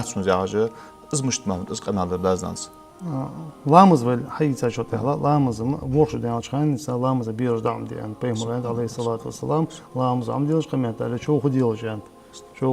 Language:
Ingush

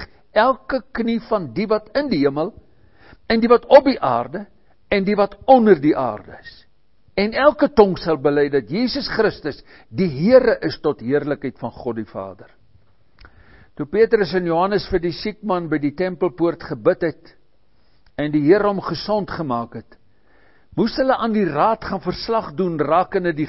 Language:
Afrikaans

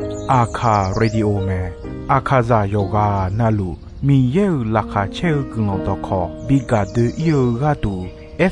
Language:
Akha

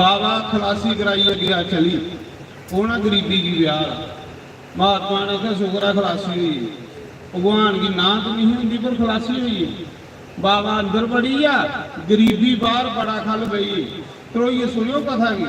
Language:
Dogri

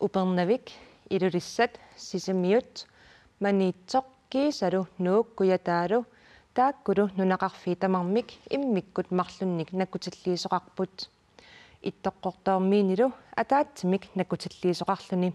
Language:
Kalaallisut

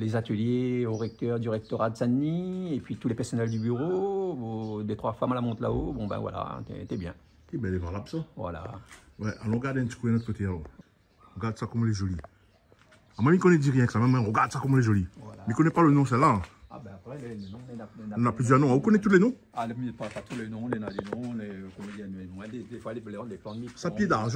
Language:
Réunion Creole French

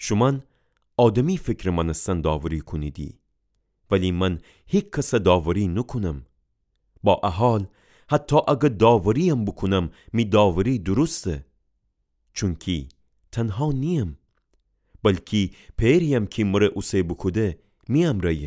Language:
Gilaki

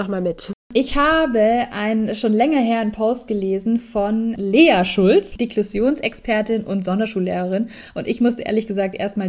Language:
German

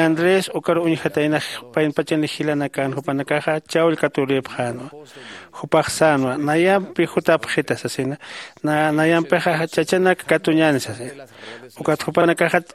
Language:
Aymara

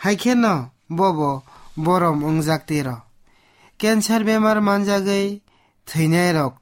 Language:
Kok Borok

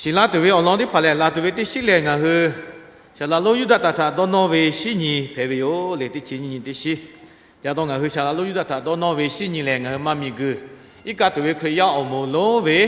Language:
Lahu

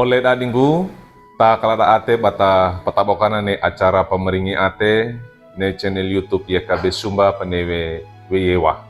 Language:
Wejewa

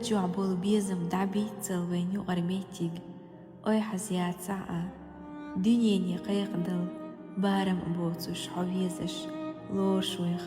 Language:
Chechen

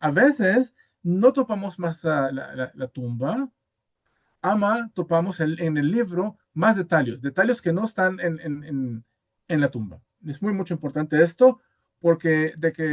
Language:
Ladino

